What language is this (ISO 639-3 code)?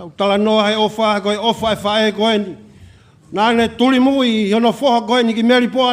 ton